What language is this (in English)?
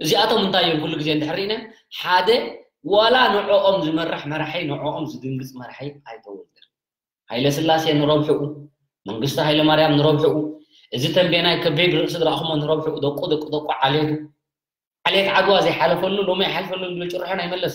Tigrinya